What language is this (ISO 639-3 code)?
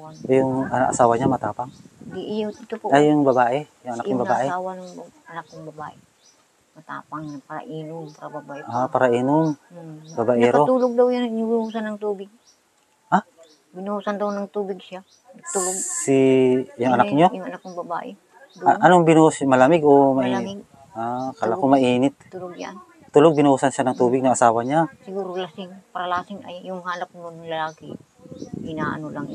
fil